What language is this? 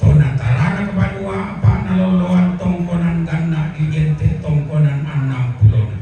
Toraja-Sa'dan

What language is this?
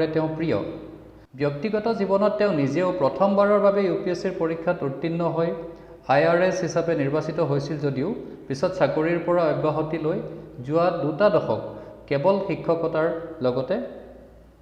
Assamese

